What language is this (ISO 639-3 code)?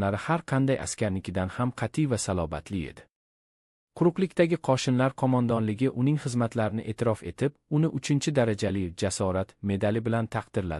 uzb